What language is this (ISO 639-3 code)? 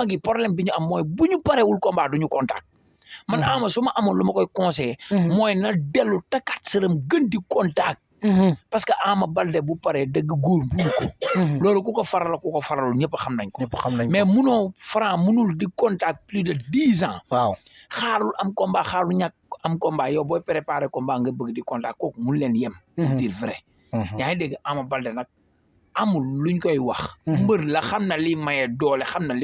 wol